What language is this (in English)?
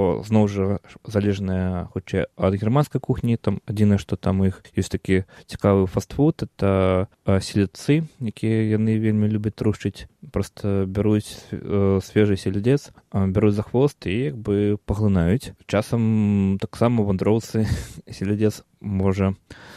Belarusian